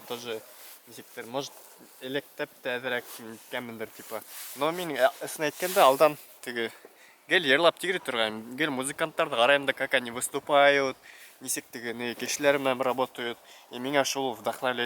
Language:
Bashkir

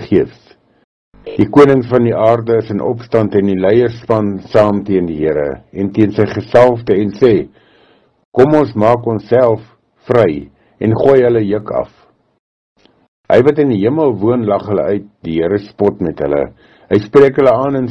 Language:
Afrikaans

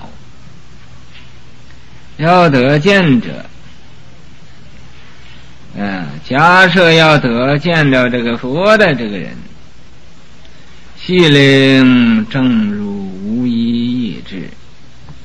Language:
Chinese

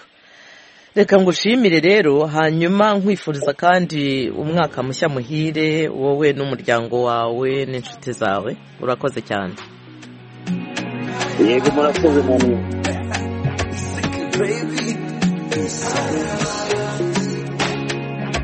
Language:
Kinyarwanda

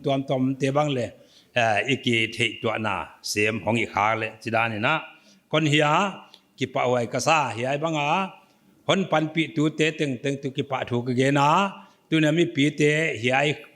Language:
Paite Chin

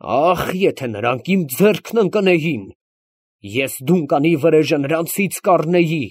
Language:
Armenian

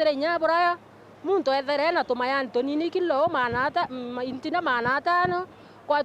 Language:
Meru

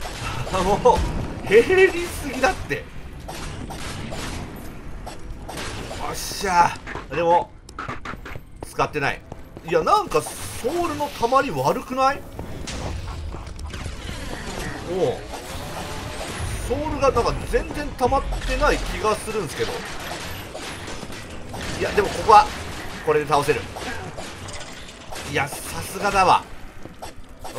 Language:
Japanese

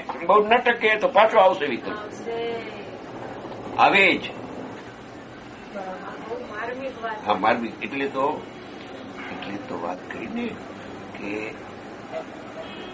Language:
Gujarati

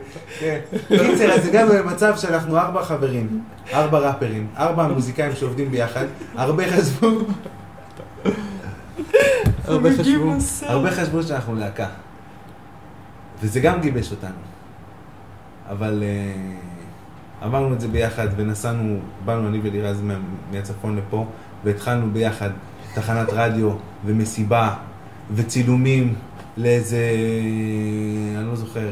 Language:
Hebrew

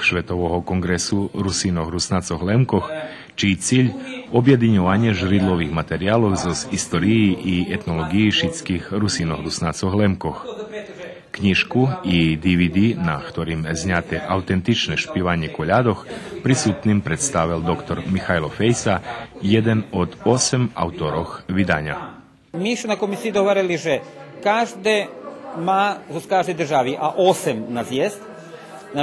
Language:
Rusyn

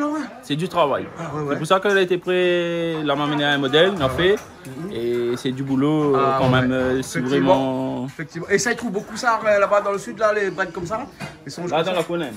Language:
Réunion Creole French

